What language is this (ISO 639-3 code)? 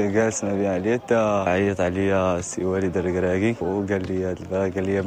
ary